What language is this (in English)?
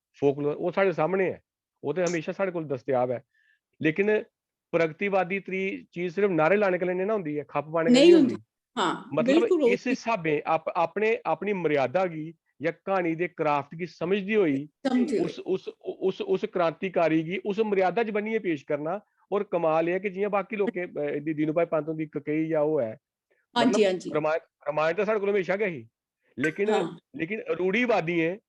Dogri